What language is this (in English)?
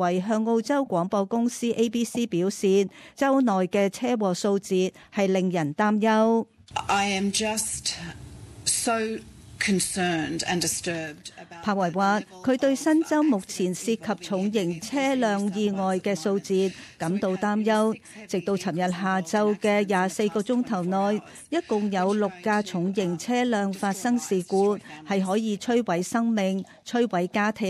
Cantonese